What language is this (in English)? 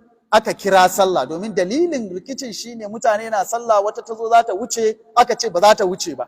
Hausa